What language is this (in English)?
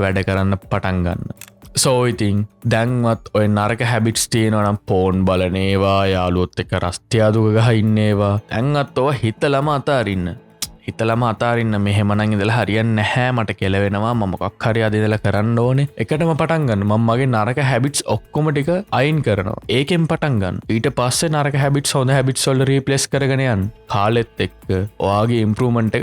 Sinhala